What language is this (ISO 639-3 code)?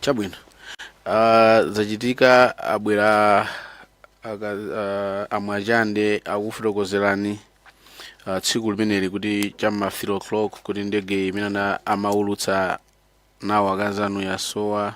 nya